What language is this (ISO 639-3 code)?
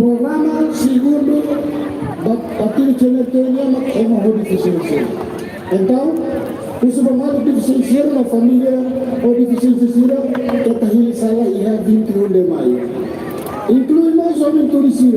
tet